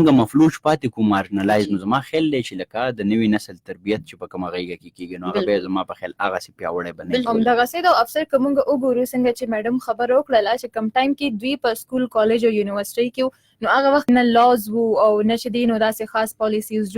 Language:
Pashto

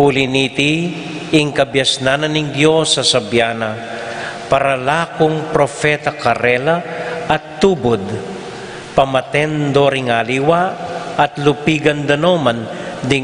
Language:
Pampanga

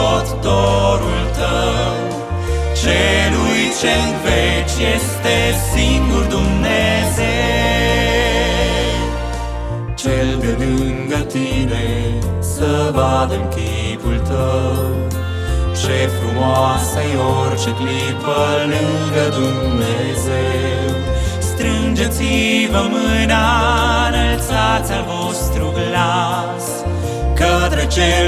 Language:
Romanian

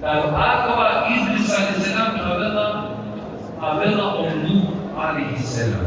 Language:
Balkan Romani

